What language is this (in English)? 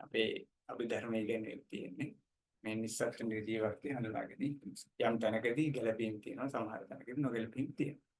Sinhala